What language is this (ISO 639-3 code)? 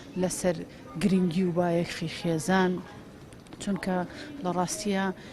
ckb